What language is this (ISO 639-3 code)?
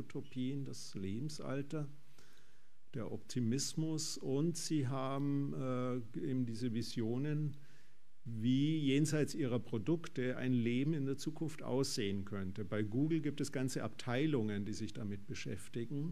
deu